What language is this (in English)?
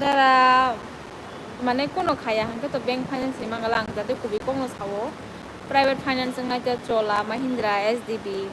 Kok Borok